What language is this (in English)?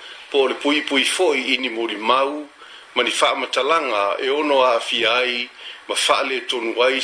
Samoan